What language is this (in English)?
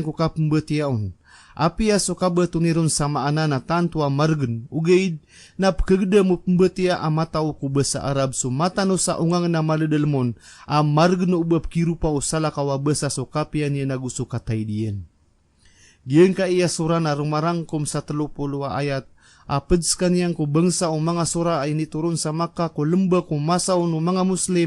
Maranao